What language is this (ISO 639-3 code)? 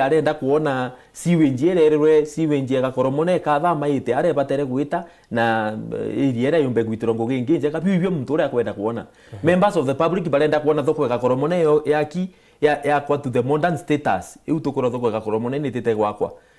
mer